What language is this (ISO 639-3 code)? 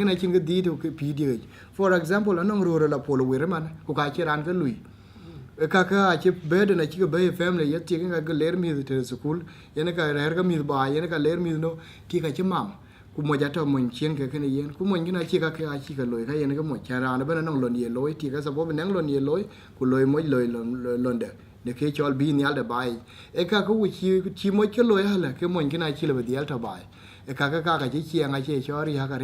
din